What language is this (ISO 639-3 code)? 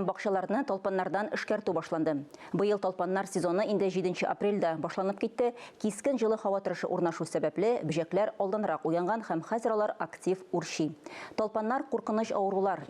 tat